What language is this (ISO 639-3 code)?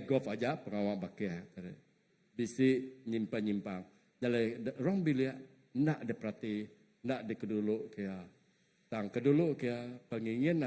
iba